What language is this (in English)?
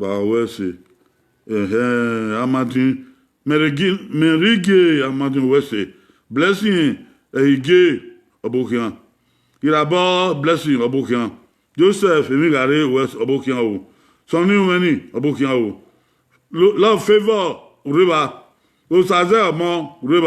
Bini